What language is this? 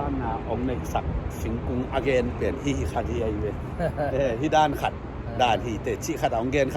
Tedim Chin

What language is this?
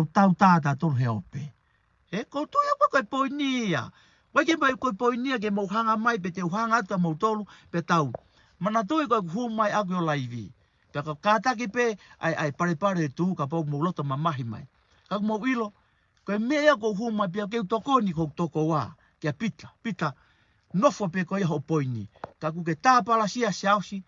Tongan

